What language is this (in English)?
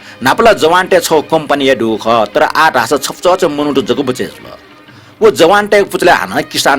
Newari